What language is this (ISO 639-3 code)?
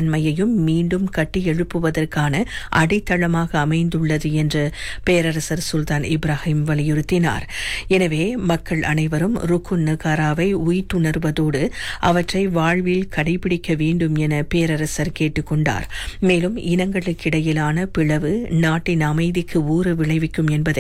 tam